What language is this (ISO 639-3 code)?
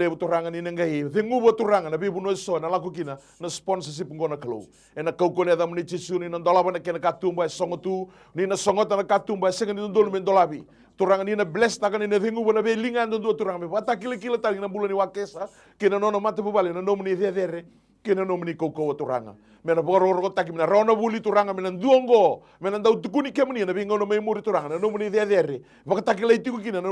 fij